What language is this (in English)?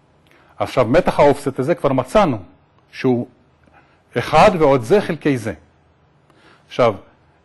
Hebrew